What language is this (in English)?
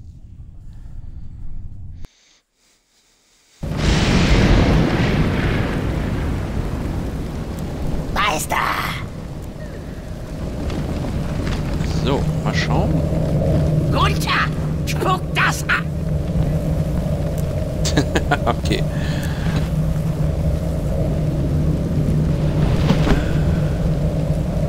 German